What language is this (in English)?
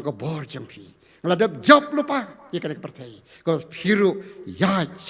Khasi